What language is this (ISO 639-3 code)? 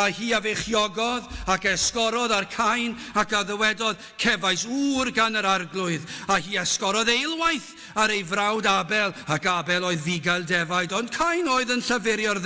cym